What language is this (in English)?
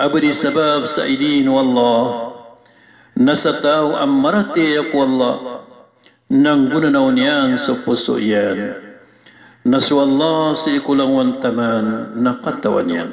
Maranao